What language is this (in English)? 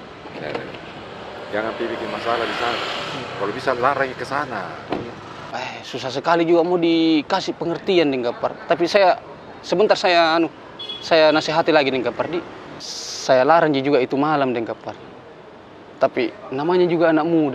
Makassar Malay